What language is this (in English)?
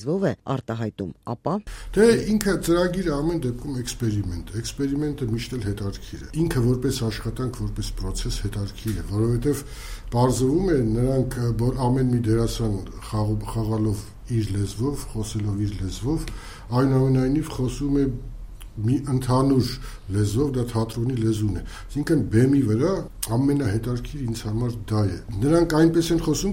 Armenian